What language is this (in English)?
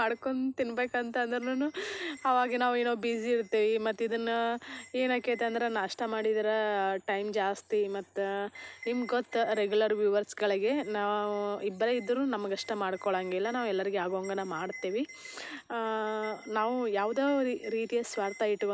Kannada